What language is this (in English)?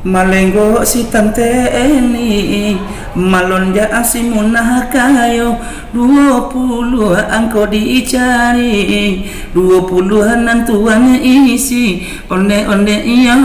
Minangkabau